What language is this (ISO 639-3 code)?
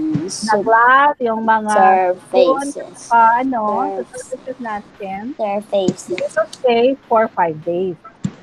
fil